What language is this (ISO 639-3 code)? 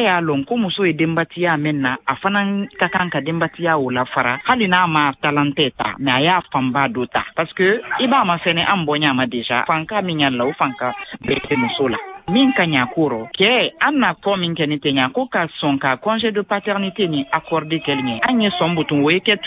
bam